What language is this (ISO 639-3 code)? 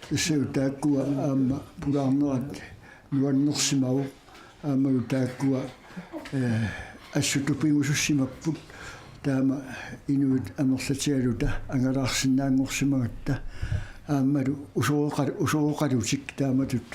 kal